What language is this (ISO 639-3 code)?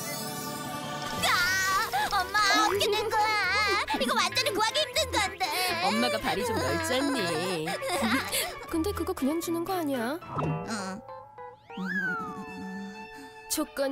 kor